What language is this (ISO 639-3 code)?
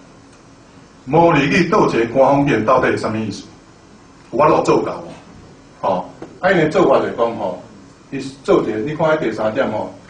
nan